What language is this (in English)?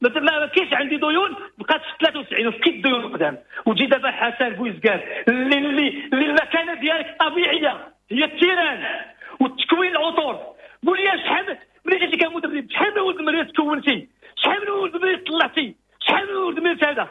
Moroccan Arabic